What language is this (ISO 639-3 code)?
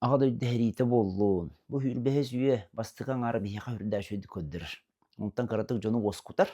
sah